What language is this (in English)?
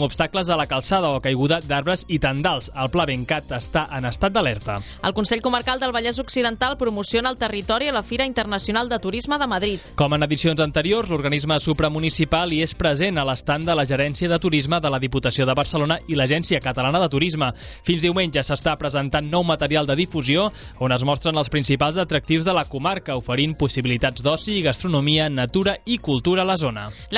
Catalan